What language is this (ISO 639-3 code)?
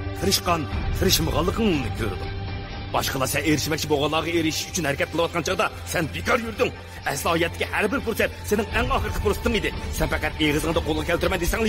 uig